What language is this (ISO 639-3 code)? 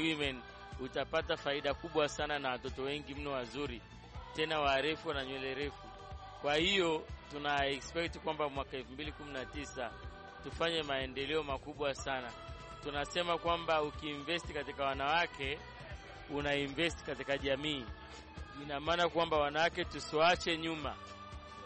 swa